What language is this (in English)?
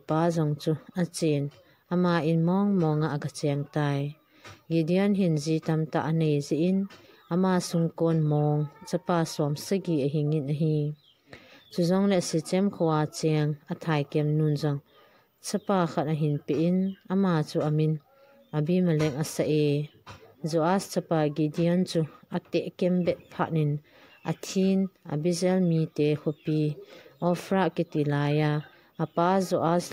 Thado Chin